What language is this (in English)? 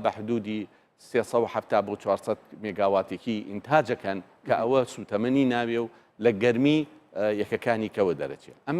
Central Kurdish